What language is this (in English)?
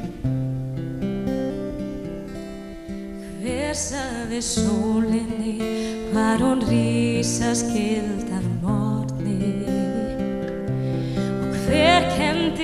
Icelandic